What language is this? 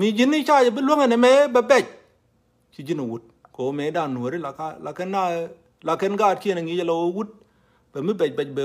Nuer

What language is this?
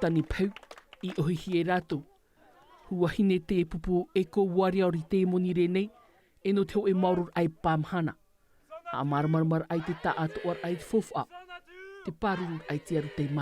Tahitian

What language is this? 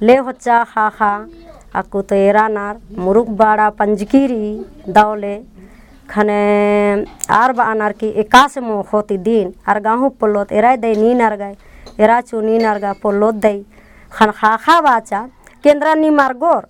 Kurukh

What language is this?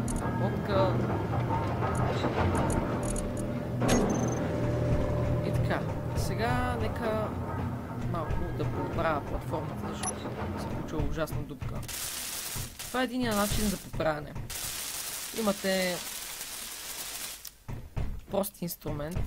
Bulgarian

